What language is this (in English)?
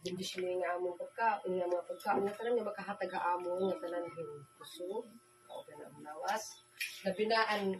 Waray